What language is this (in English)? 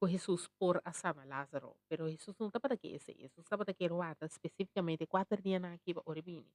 Papiamento